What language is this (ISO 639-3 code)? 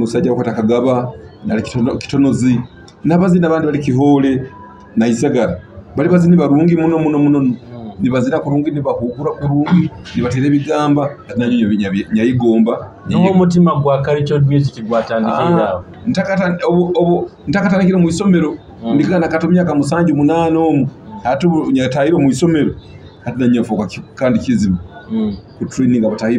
nyo